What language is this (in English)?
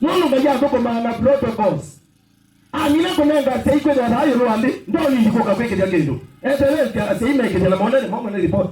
Kamba